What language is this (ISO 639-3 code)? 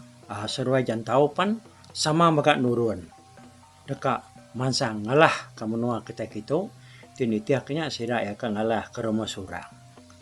iba